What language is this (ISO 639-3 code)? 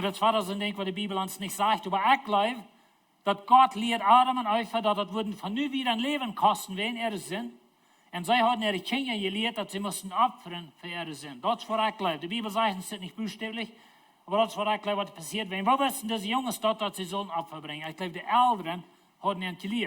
pdt